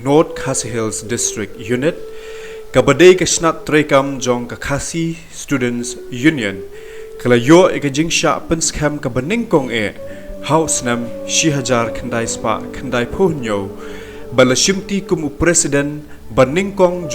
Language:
Khasi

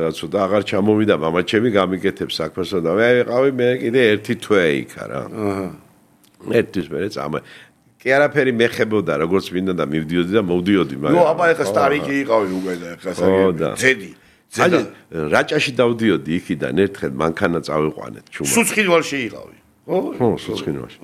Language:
Georgian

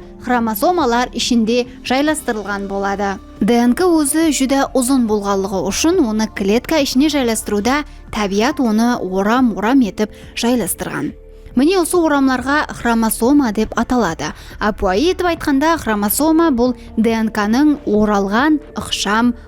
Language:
Kara-Kalpak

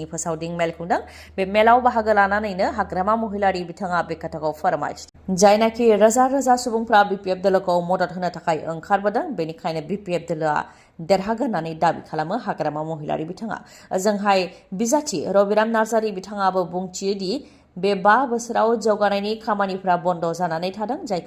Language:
Bodo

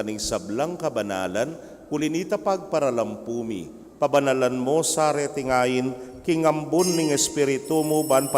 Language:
Pampanga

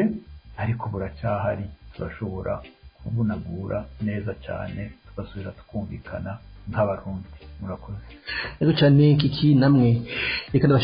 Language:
Rundi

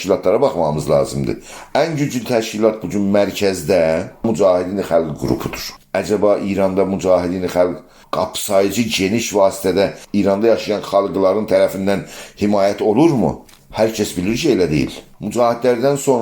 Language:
South Azerbaijani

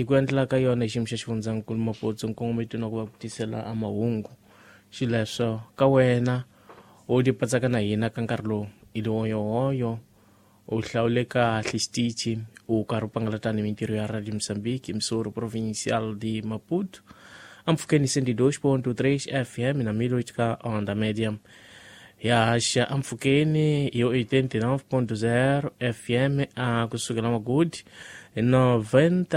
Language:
Tsonga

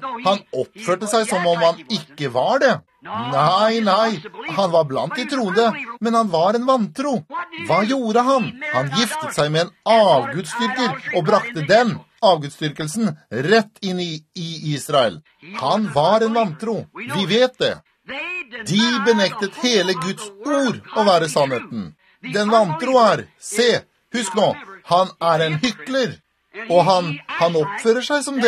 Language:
Norwegian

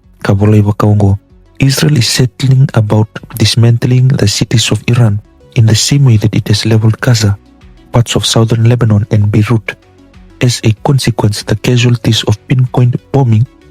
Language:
Fijian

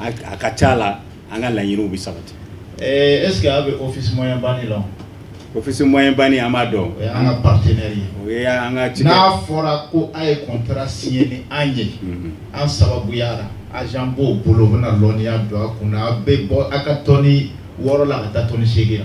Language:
Bambara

